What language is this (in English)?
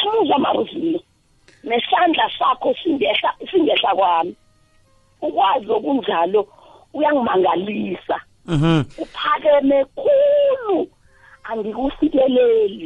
South Ndebele